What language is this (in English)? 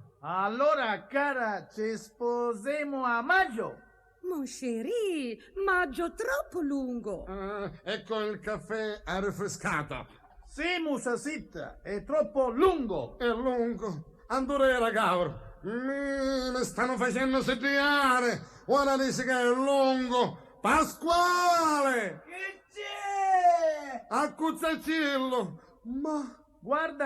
Sicilian